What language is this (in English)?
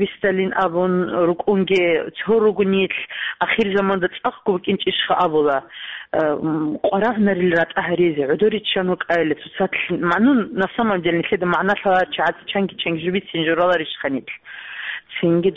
Avaric